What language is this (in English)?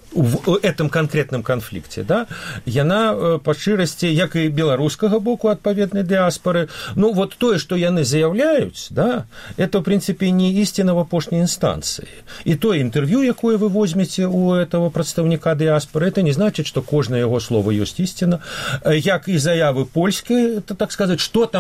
Belarusian